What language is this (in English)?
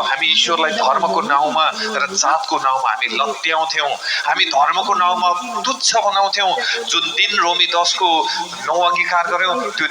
Nepali